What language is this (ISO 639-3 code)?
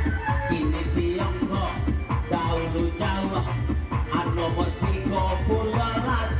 min